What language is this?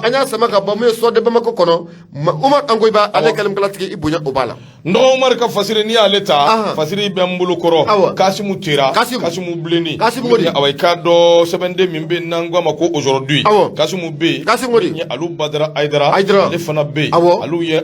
Bambara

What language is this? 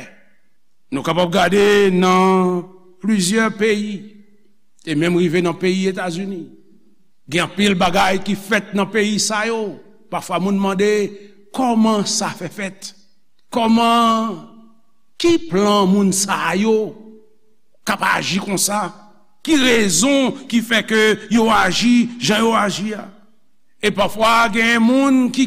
Haitian Creole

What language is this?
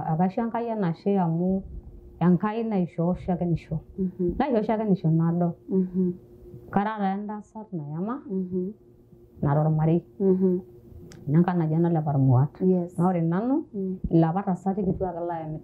Masai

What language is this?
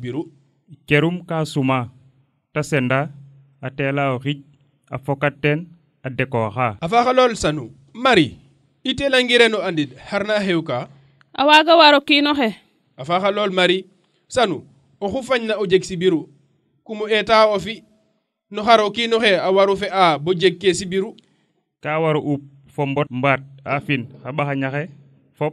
Serer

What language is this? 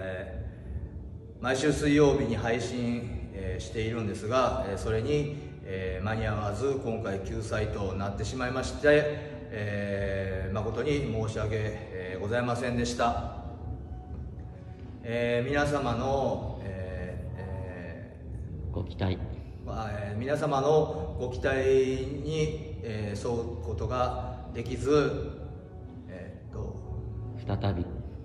Japanese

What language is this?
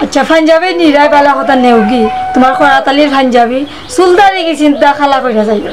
Sylheti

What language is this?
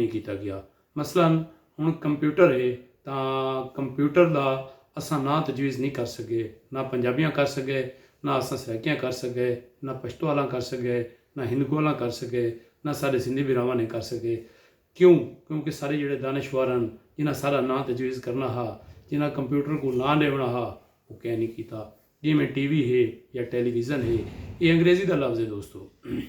Saraiki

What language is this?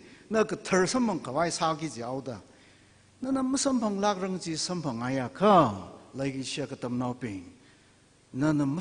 Tangkhul Naga (India)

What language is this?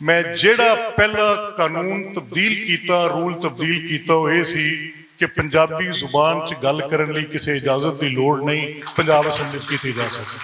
Western Panjabi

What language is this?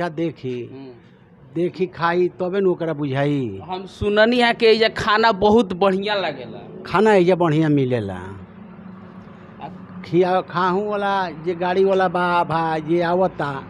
Bhojpuri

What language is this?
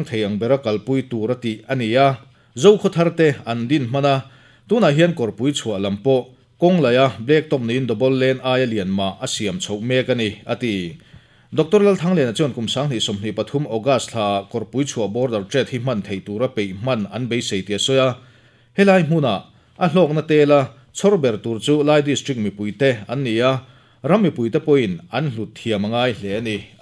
Mizo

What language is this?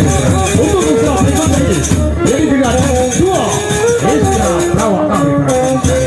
Sasak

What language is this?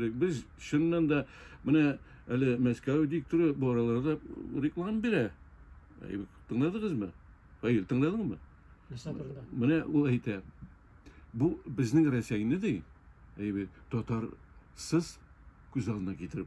Tatar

